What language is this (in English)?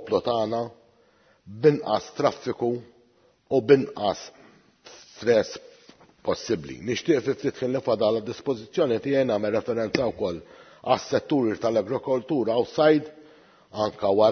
Maltese